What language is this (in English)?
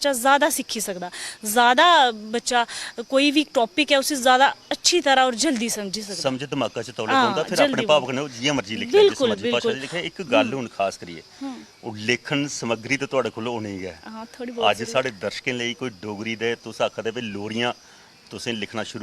Dogri